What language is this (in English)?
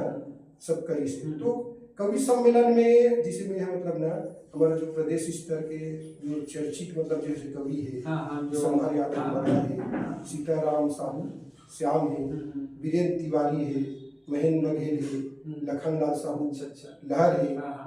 Chhattisgarhi